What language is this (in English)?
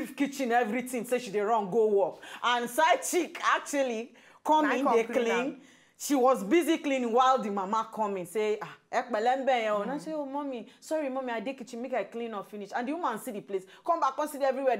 Nigerian Pidgin